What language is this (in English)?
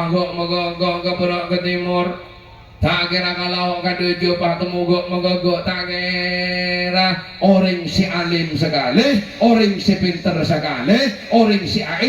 Madurese